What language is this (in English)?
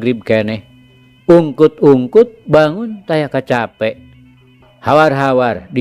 Sundanese